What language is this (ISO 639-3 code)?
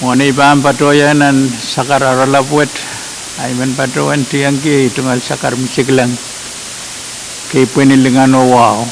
pon